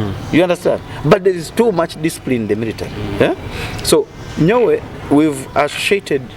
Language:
Nyoro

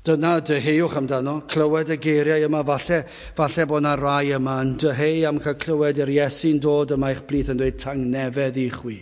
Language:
Welsh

